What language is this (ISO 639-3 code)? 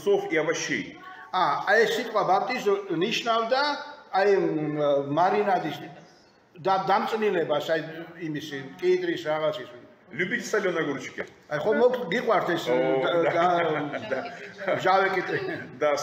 rus